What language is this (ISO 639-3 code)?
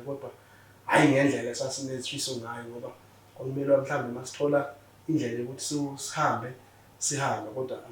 zul